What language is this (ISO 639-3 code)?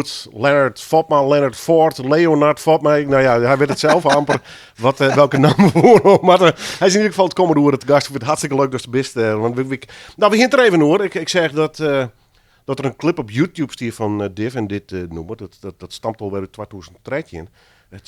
fry